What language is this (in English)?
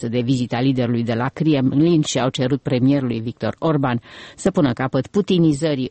Romanian